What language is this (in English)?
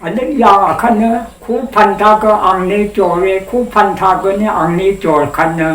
Rawang